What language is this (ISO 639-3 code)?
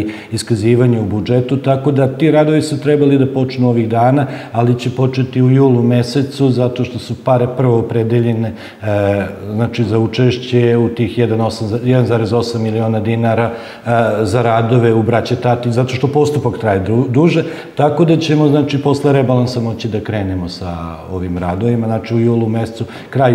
srp